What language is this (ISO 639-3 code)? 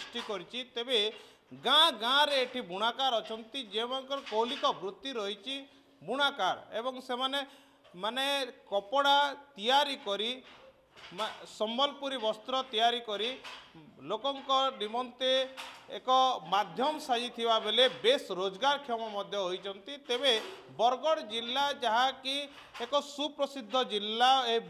ori